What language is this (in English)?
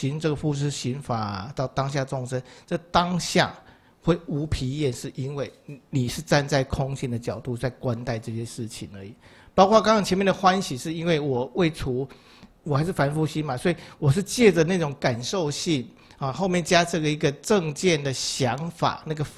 Chinese